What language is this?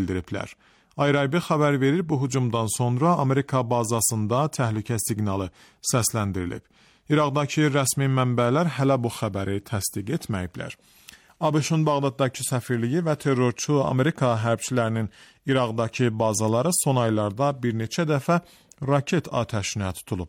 Azerbaijani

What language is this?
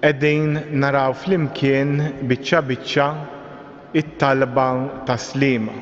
Maltese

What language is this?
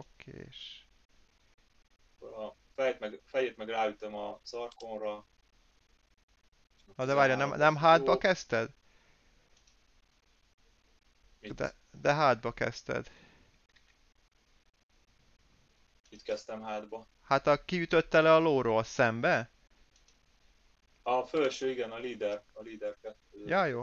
Hungarian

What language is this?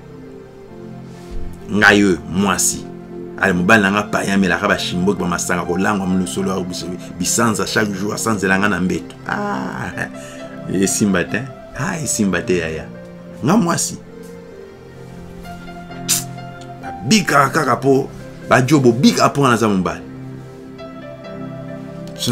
French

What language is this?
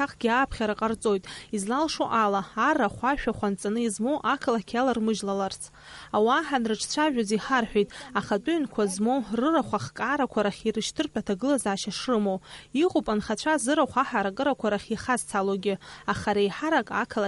Abkhazian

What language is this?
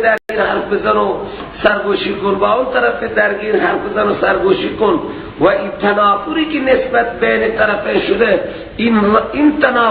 Persian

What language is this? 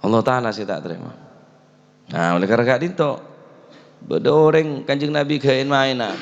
Madurese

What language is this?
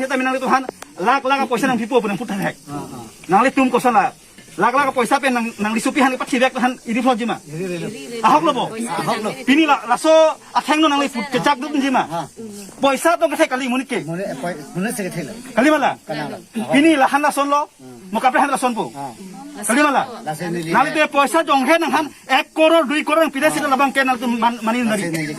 Karbi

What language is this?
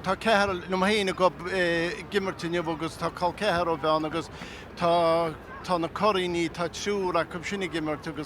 Irish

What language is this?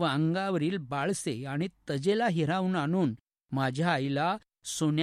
Marathi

